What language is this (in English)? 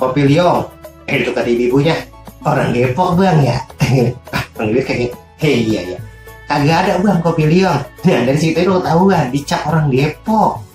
Betawi